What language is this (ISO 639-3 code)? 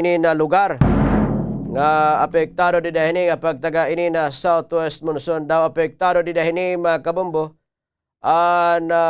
war